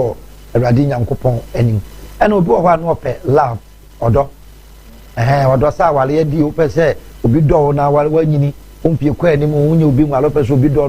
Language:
Akan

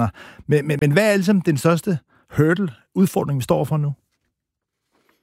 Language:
Danish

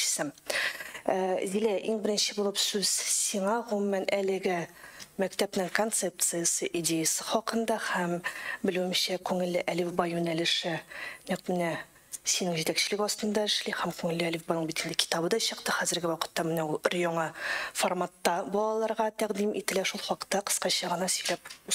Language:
Tatar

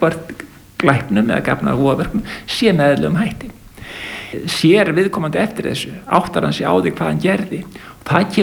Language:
Icelandic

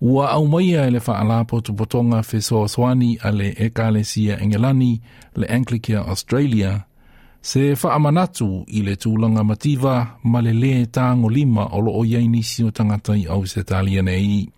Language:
Samoan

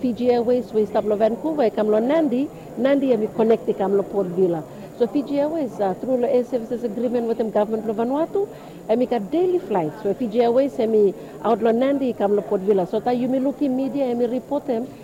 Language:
Bislama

